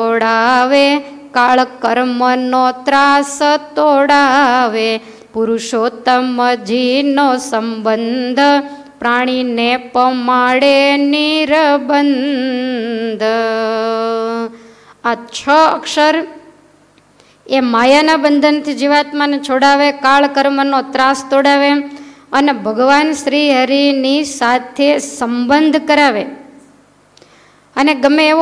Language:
Gujarati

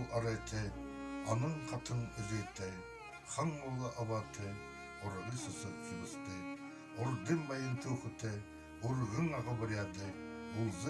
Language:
Buriat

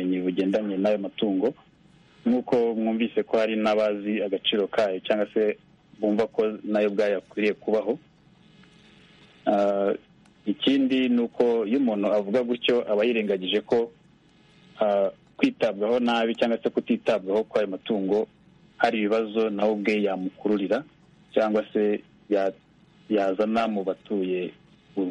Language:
Kinyarwanda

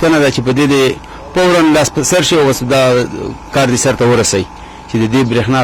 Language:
Pashto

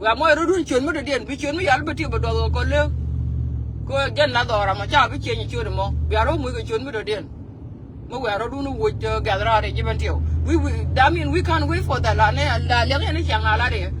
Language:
Nuer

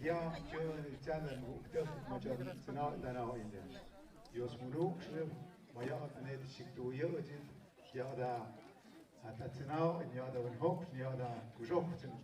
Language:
Tlahuitoltepec Mixe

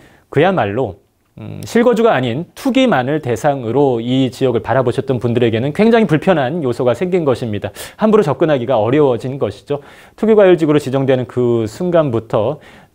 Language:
Korean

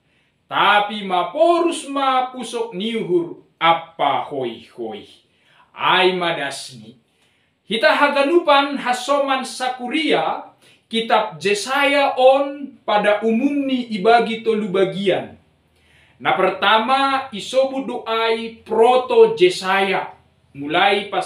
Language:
Batak Simalungun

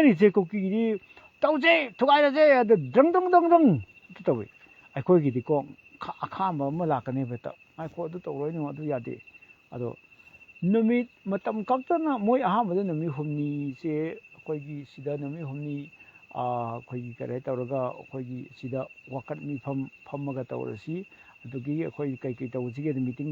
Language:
Manipuri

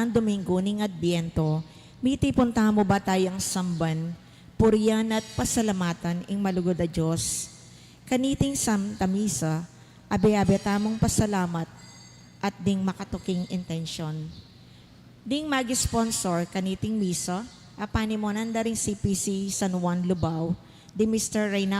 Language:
Pampanga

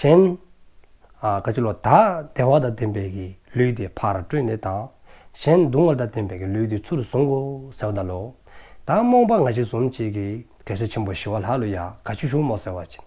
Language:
Dzongkha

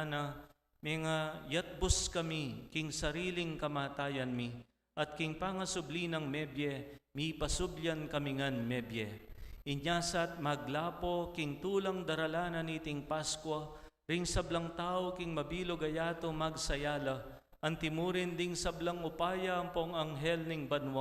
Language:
Pampanga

